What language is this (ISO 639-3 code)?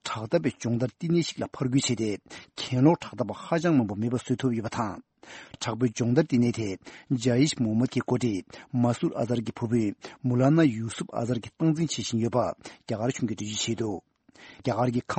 bod